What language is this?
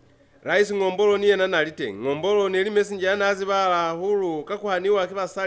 Lozi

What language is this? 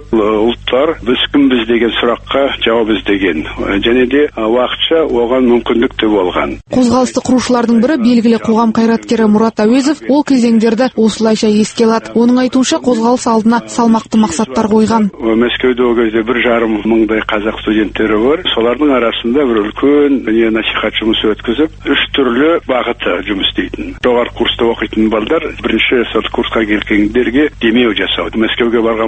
Kazakh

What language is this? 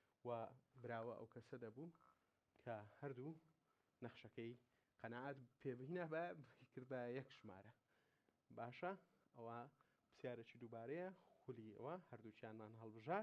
Central Kurdish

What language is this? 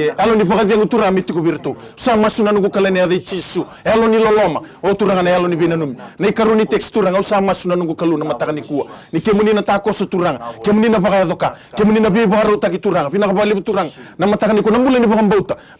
Fijian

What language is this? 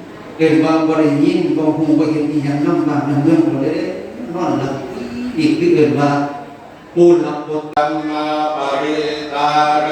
Northeastern Thai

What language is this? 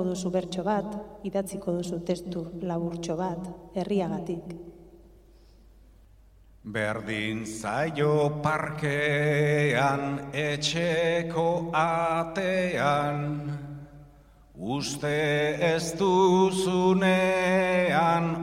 Basque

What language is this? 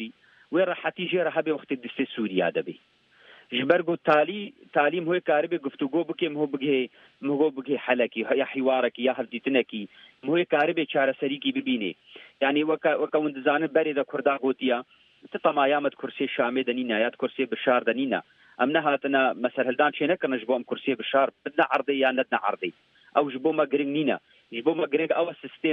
Kurdish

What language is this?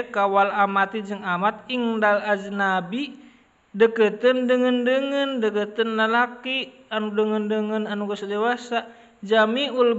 Sundanese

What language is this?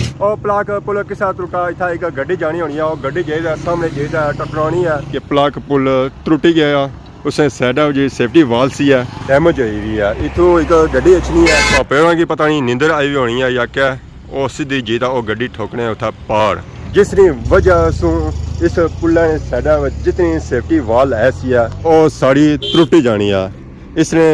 Pahari-Potwari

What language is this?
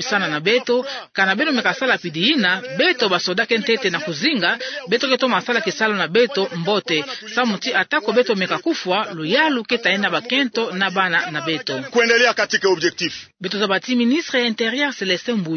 Kituba (Democratic Republic of Congo)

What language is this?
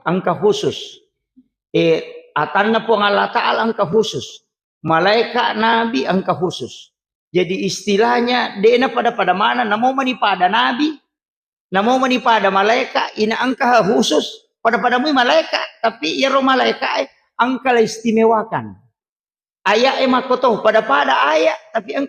Buginese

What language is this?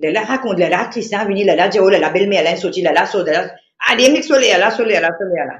Morisyen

